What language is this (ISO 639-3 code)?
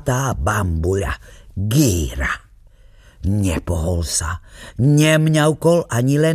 slk